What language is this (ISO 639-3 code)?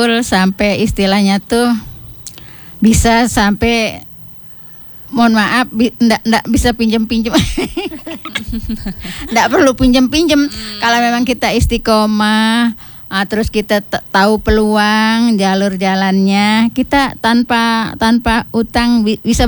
ind